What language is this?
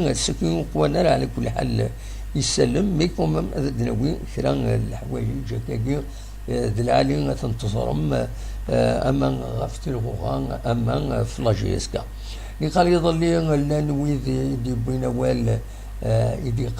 Kabyle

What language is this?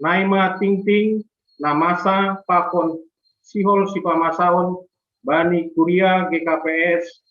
Batak Simalungun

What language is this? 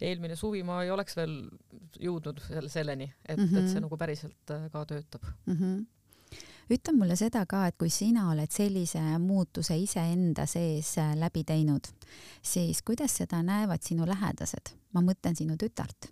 Estonian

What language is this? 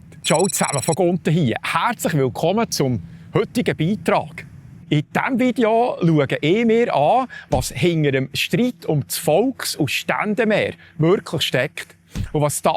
Swiss German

